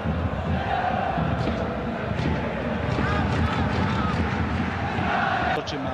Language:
Hebrew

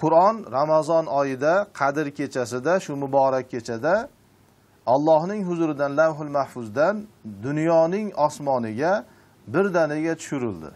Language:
Uzbek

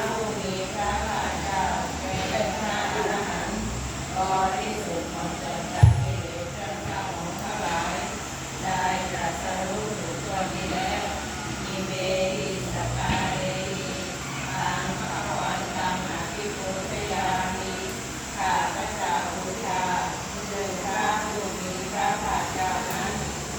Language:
Pali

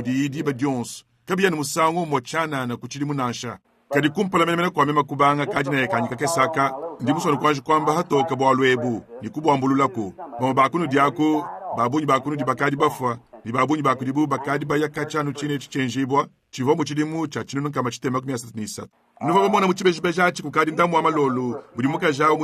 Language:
Luba-Lulua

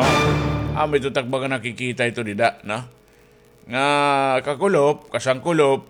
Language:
Waray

